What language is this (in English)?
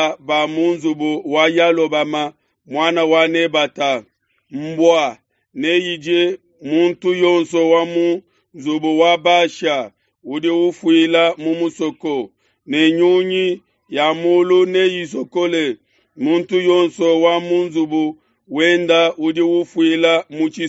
Luba-Lulua